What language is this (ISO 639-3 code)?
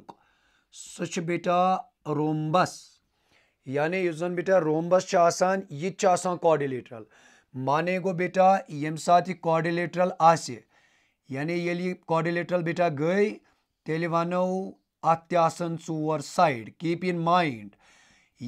kas